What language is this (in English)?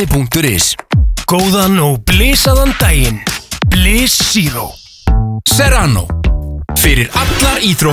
Icelandic